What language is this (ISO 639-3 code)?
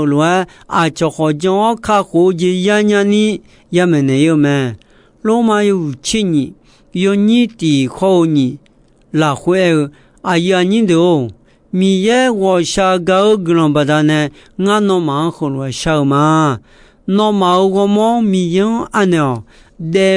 ahk